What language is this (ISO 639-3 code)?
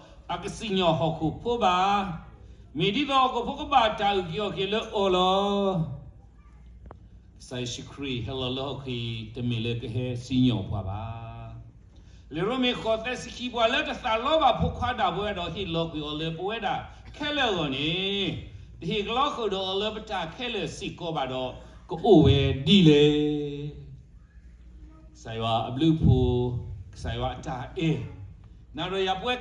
ksw